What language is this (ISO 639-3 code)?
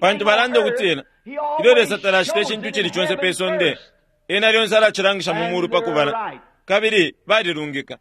bem